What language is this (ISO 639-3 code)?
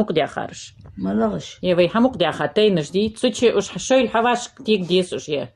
inh